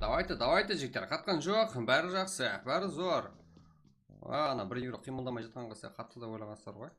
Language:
Kara-Kalpak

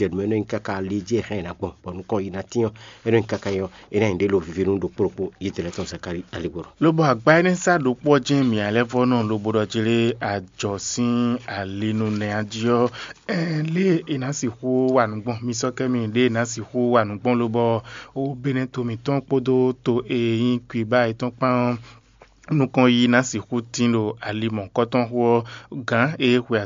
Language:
Fon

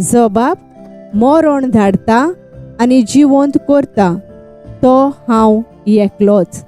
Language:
Konkani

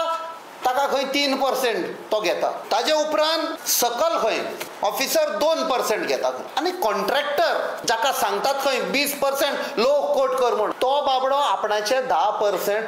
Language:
Konkani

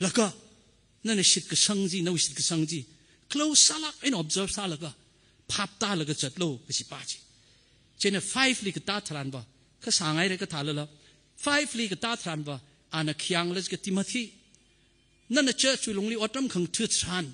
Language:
Tangkhul Naga (India)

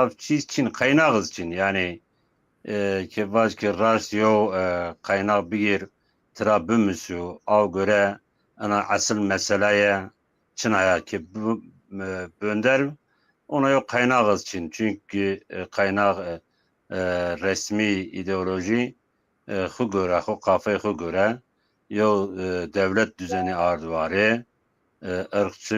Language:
Zaza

